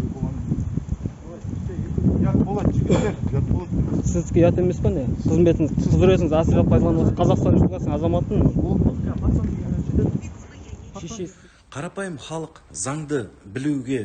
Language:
Kazakh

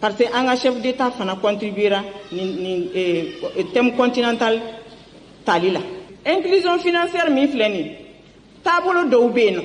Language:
Bambara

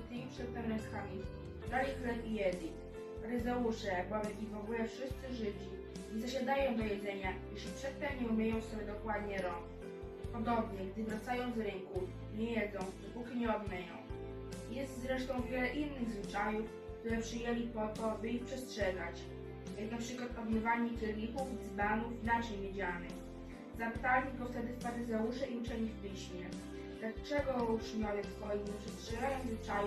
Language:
Polish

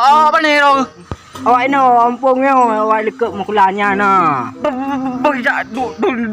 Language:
Achinese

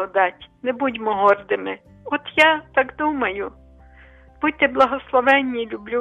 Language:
Ukrainian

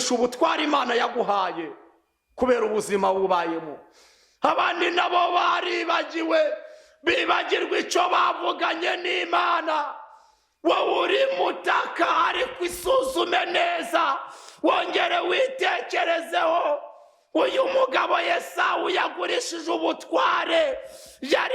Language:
Kinyarwanda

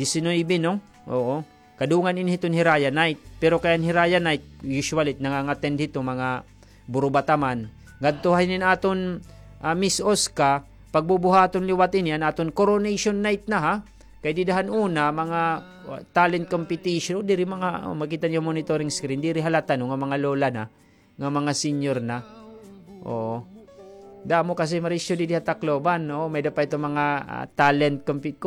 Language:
Waray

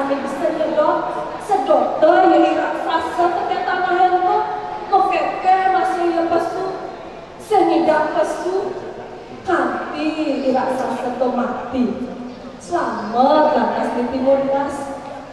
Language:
Balinese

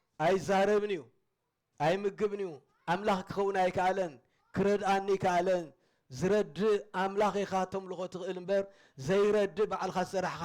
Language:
Tigrinya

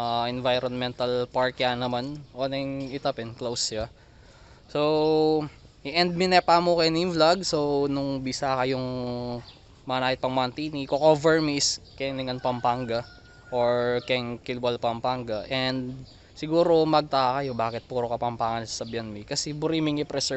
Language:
Pampanga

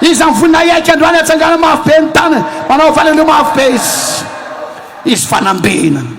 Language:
Malagasy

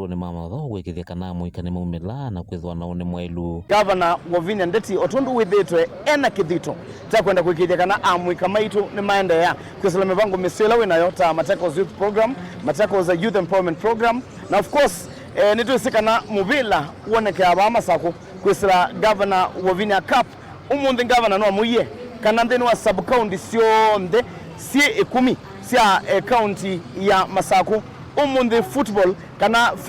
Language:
Kamba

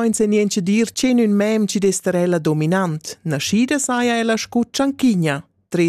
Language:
Romansh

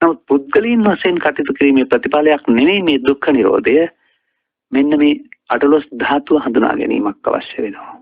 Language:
Sinhala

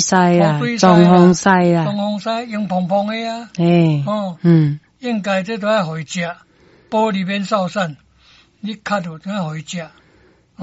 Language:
Min Nan Chinese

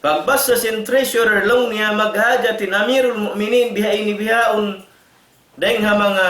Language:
Tausug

